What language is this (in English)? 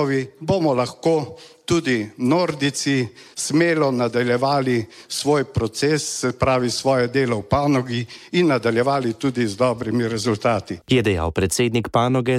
Slovenian